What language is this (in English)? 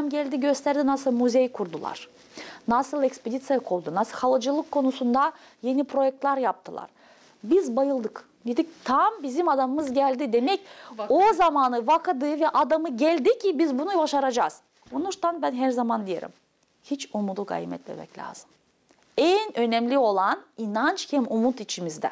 Gagauz